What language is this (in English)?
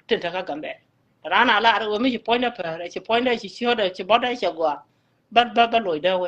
Nuer